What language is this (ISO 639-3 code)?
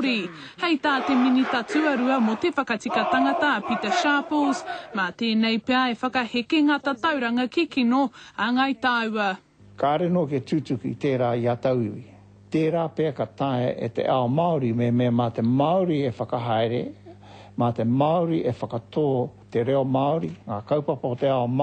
mri